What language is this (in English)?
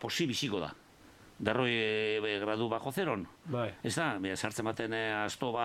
Basque